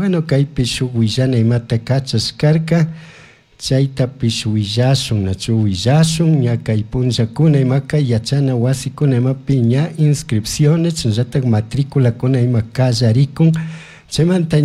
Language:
Chimborazo Highland Quichua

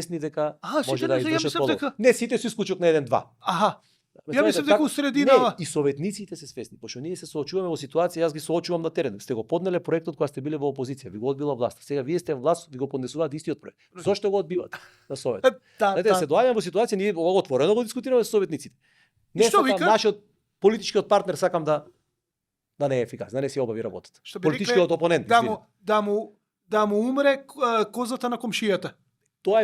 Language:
Macedonian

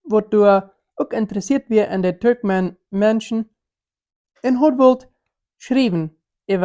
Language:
Plautdietsch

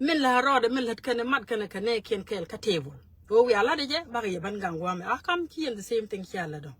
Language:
Nuer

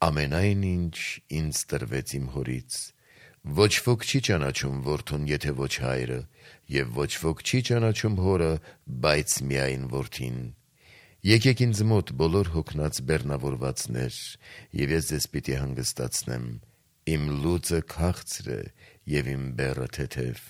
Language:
Armenian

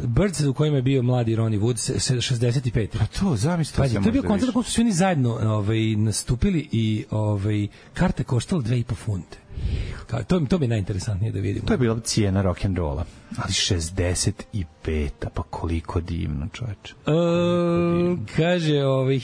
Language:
Serbian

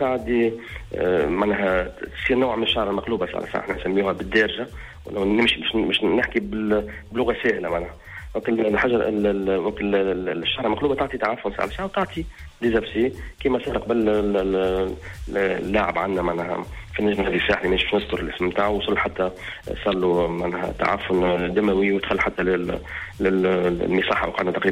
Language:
Tunisian Arabic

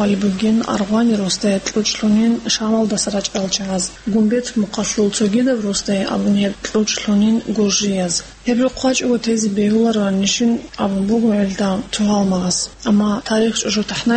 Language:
Avaric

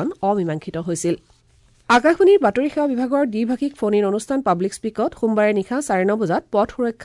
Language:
Assamese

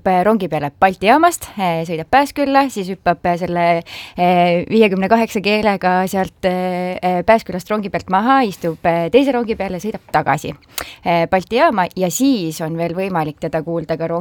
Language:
Estonian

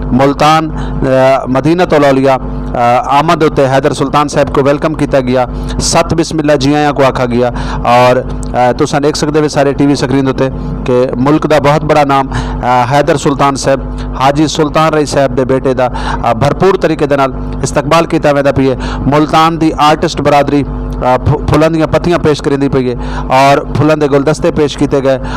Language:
Saraiki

